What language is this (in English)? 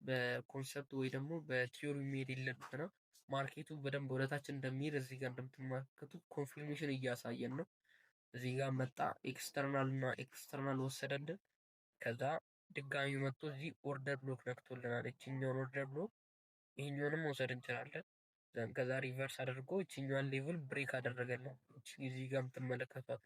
Amharic